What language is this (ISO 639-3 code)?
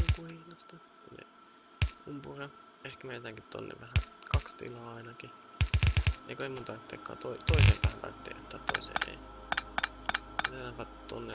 fin